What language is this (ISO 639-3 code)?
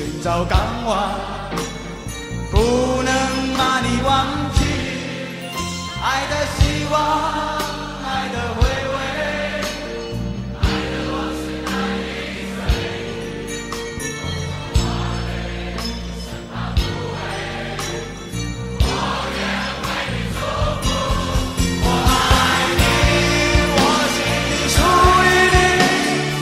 zho